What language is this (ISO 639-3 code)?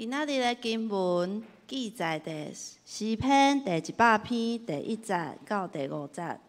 nan